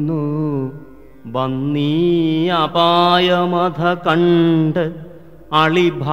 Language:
Malayalam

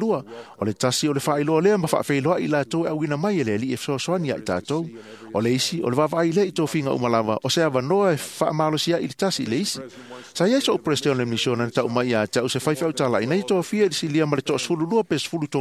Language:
Samoan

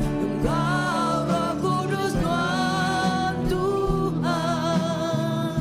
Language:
Iban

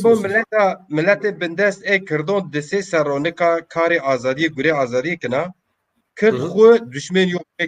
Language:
Zaza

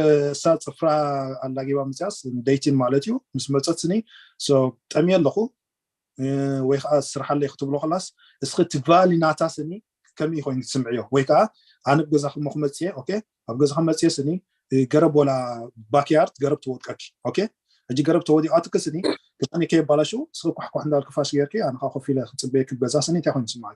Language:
Tigrinya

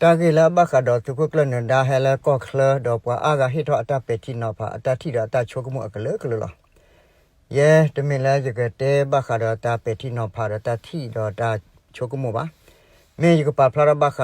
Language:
S'gaw Karen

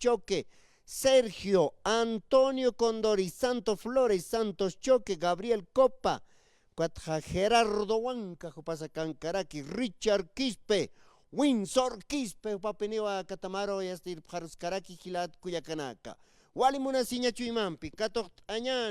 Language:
Aymara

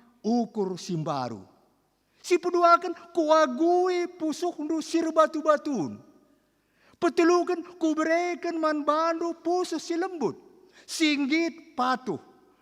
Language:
Batak Karo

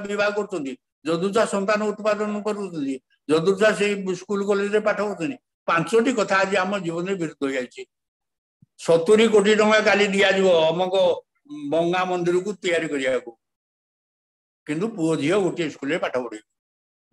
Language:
Odia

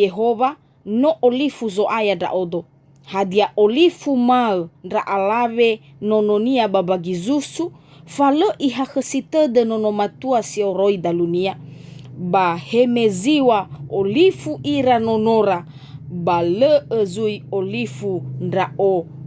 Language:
Nias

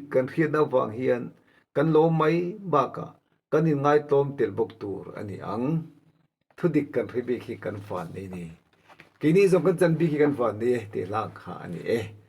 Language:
Mizo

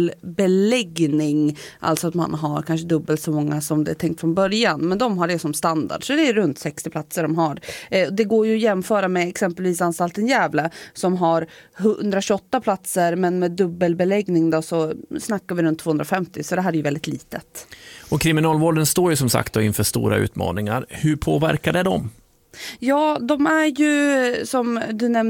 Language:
Swedish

